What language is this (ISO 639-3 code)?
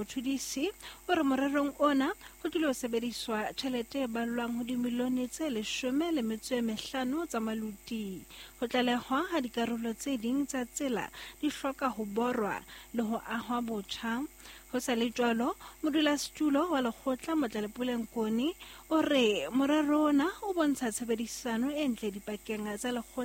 sot